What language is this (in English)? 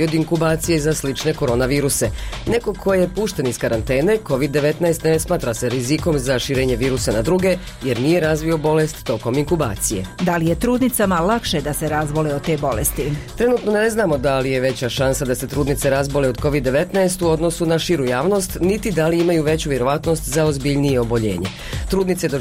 Bosnian